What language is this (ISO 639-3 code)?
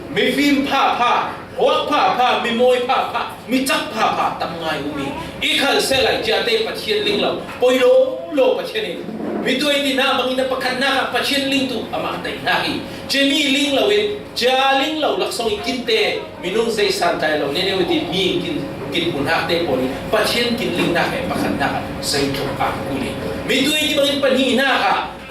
cfm